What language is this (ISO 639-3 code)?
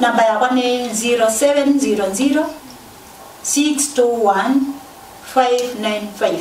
kam